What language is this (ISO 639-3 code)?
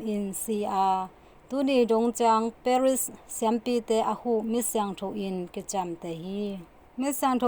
ctd